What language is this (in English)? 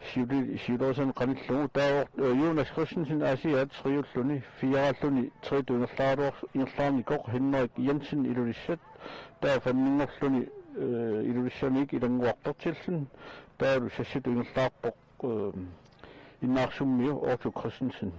Kalaallisut